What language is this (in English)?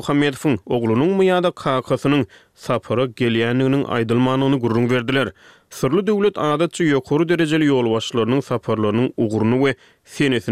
Turkmen